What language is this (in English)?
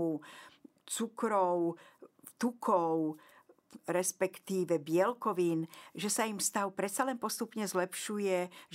Slovak